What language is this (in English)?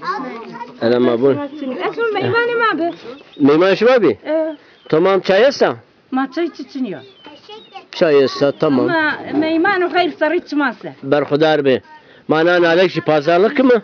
Zaza